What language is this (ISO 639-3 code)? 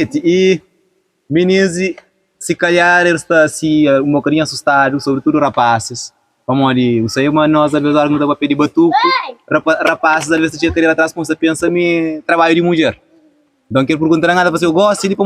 kea